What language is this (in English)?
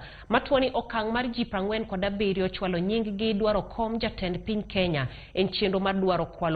Luo (Kenya and Tanzania)